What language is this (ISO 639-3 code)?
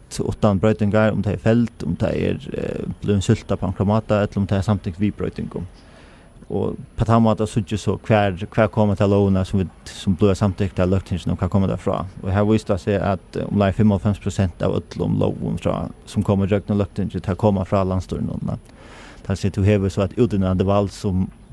fao